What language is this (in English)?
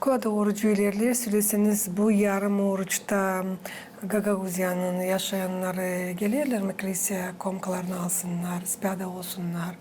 Gagauz